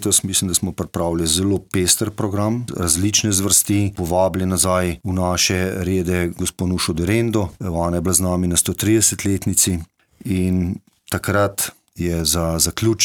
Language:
Slovenian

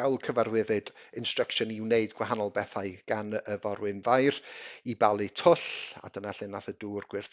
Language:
Welsh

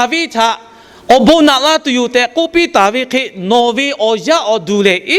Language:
Lahu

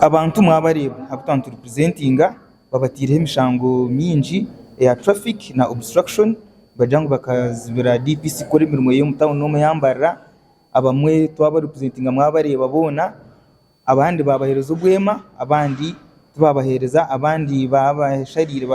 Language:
Nyankole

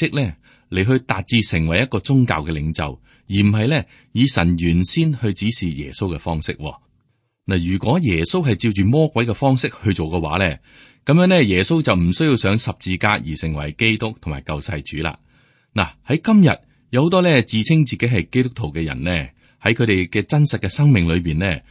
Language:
Cantonese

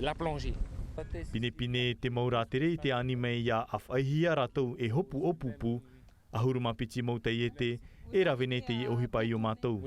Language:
Tahitian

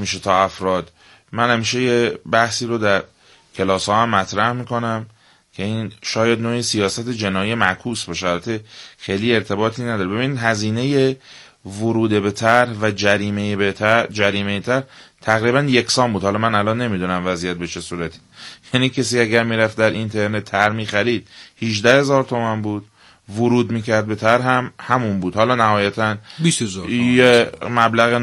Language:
Persian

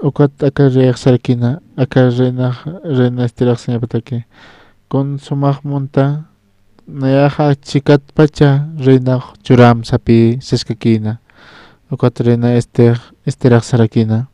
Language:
Aymara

